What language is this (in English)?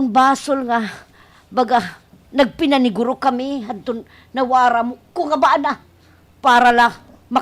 Waray